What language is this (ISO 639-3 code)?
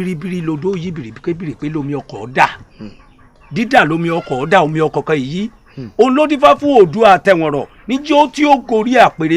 yor